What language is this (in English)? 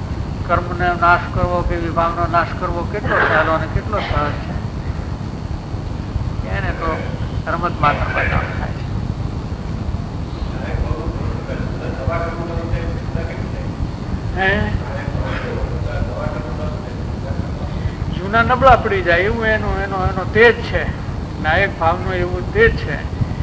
Gujarati